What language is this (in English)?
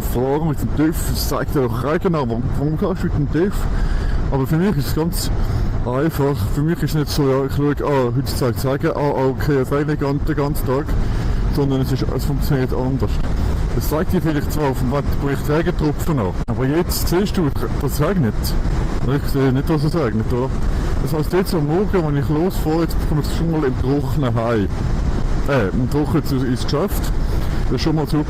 Swiss German